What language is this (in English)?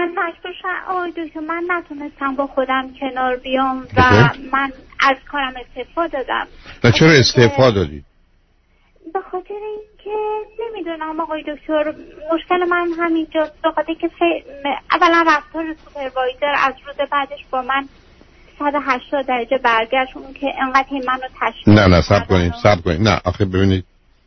Persian